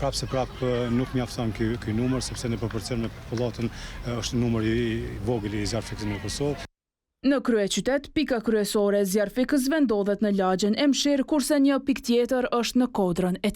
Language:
Albanian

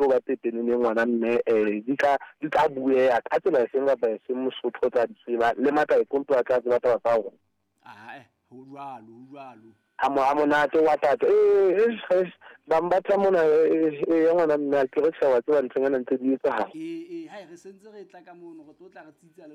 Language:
Southern Sotho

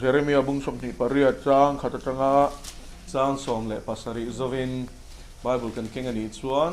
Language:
Mizo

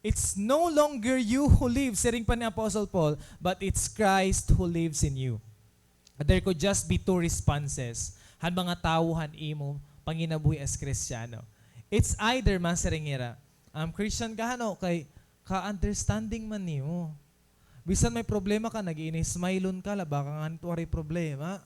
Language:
Waray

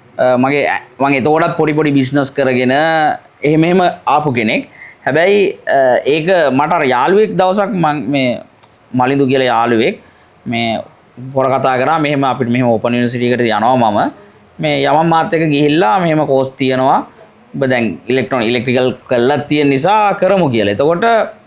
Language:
Sinhala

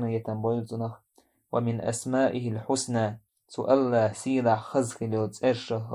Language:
Chechen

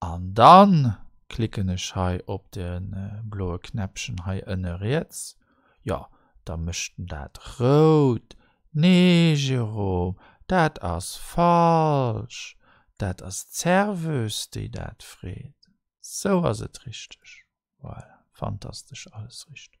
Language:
Luxembourgish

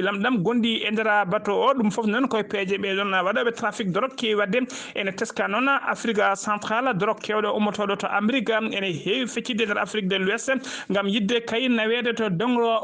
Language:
Fula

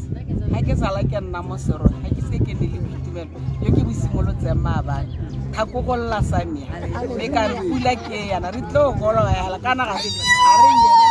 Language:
Tswana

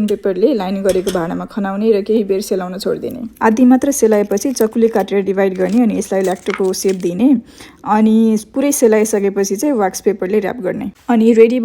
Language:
Nepali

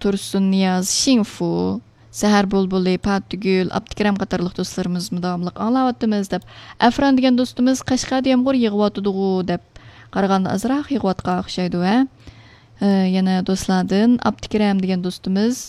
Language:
Uyghur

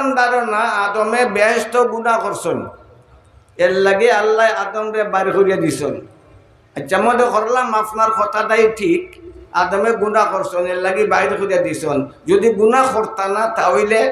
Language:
Sylheti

